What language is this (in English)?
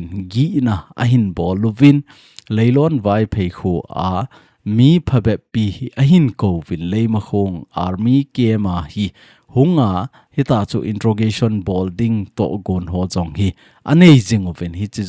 Thado Chin